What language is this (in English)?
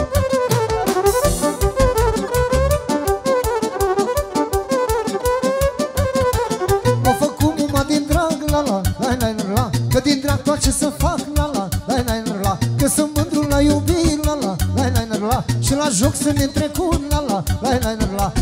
Romanian